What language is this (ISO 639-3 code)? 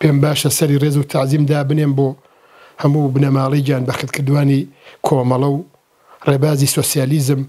ckb